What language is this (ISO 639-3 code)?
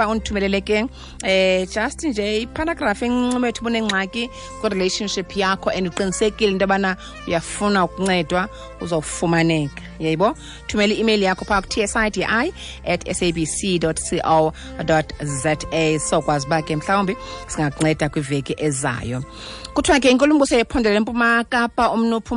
xho